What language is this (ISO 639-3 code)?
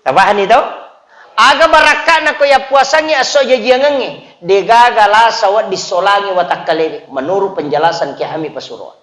bug